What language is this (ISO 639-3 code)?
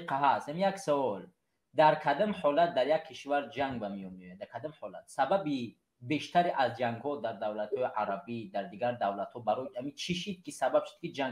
tgk